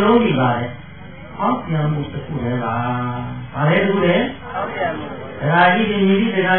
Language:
Burmese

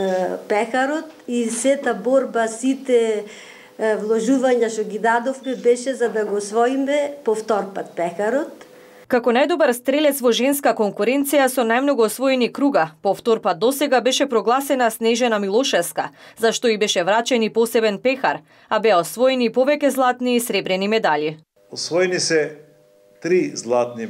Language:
Macedonian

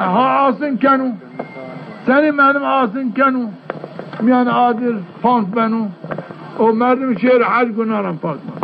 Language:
Zaza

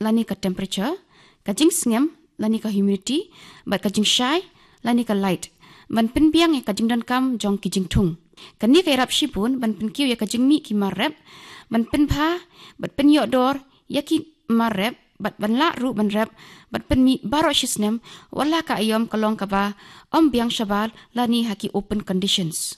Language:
Khasi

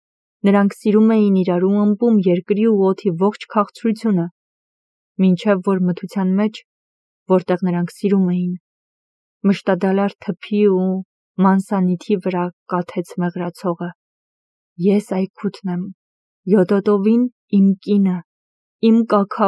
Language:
Armenian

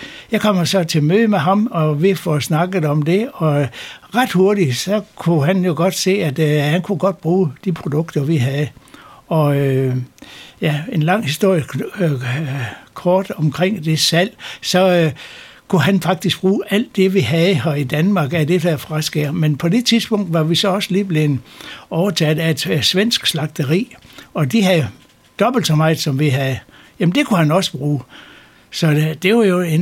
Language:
Danish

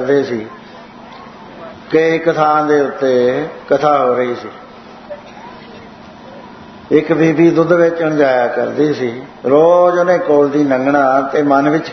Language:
Punjabi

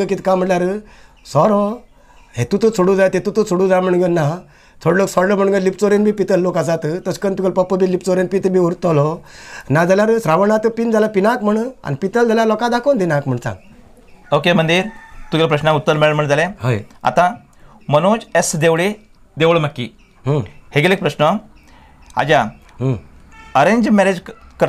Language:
Konkani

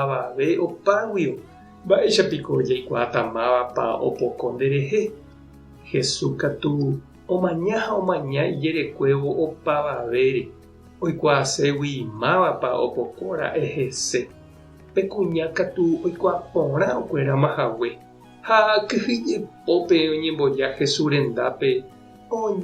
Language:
Guarani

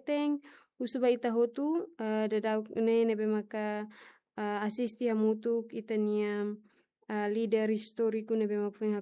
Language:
Tetum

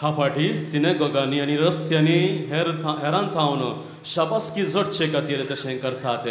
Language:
Konkani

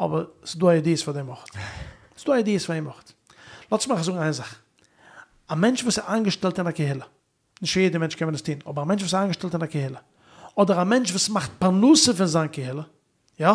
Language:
Yiddish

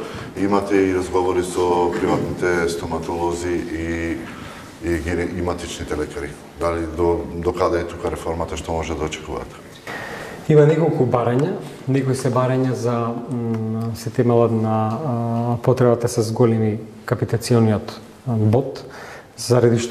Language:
Macedonian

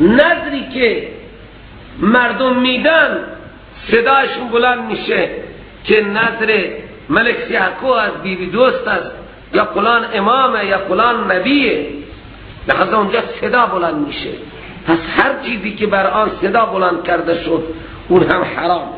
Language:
Persian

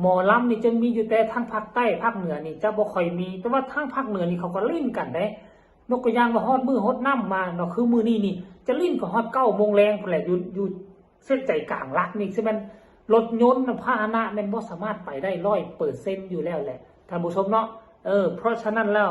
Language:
Northeastern Thai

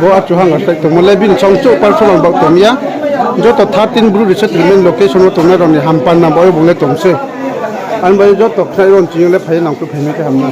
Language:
Riang (India)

